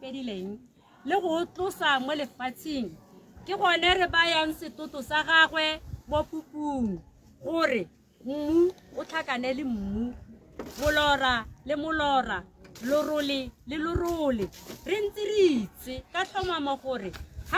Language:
Tswana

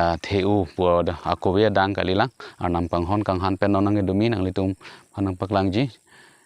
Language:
Karbi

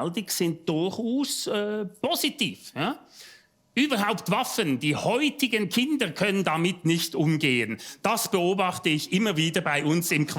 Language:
Swiss German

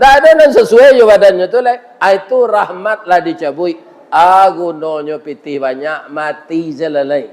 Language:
Minangkabau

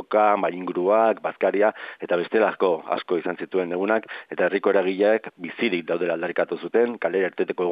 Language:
Basque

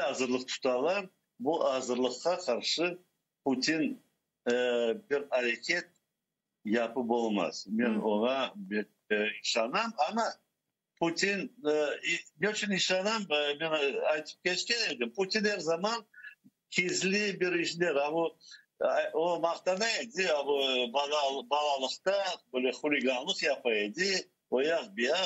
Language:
Crimean Tatar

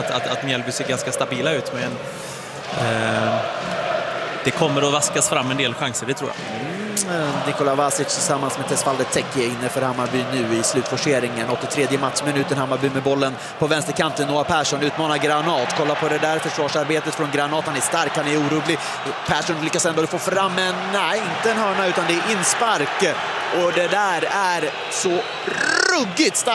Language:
Swedish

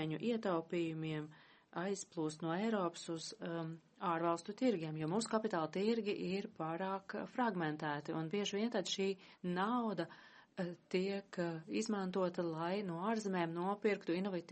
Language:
Latvian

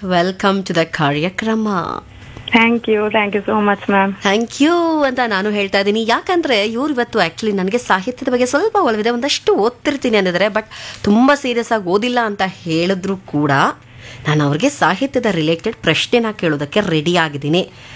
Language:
Kannada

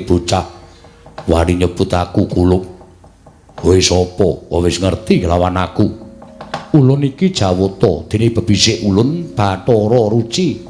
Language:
Javanese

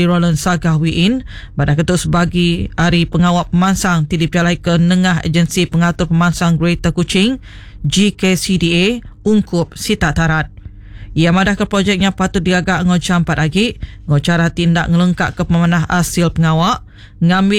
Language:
Iban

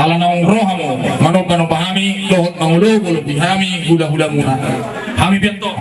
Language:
Batak Toba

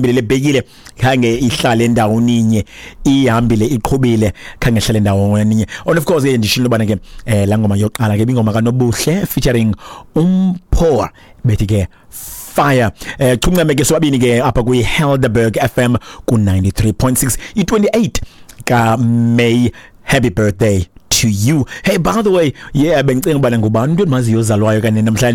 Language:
Xhosa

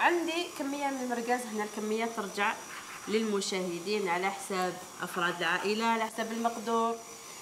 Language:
Algerian Arabic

